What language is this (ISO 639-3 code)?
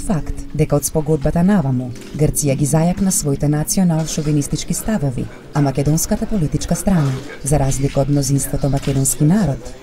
mkd